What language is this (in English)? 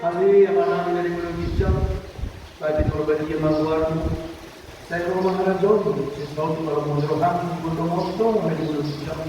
Batak Toba